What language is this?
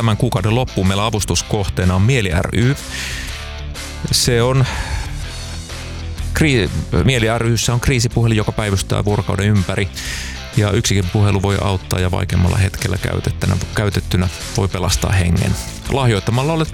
Finnish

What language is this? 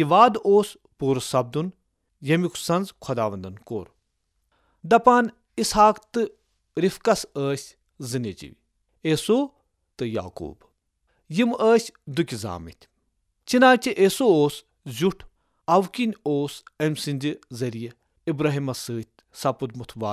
Kashmiri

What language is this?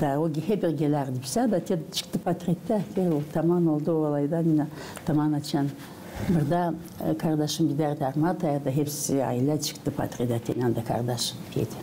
Gagauz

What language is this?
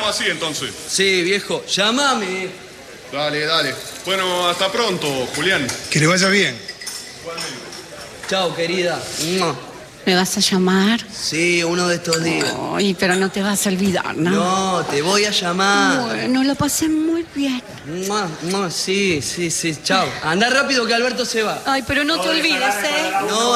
Spanish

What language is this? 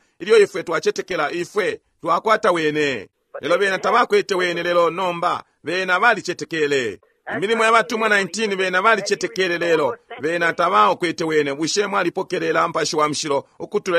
Bemba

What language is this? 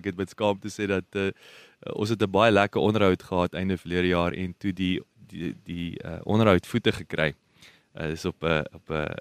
Afrikaans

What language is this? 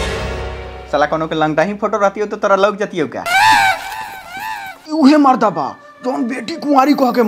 Bhojpuri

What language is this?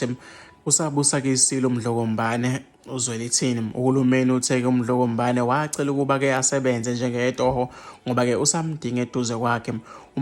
Zulu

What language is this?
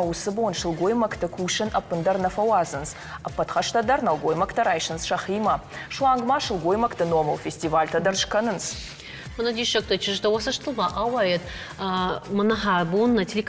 Ossetic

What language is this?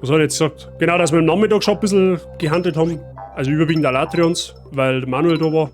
Bavarian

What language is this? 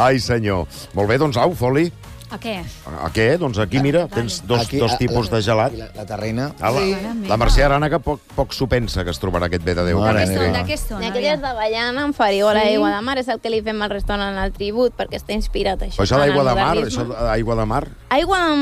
Catalan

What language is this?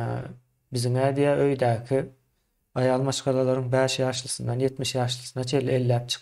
Turkmen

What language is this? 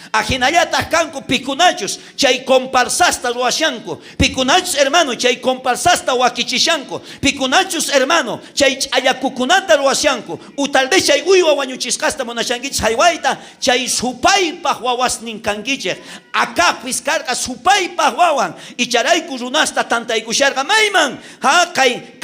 South Bolivian Quechua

